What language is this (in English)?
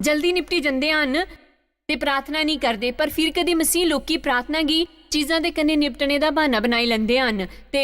Dogri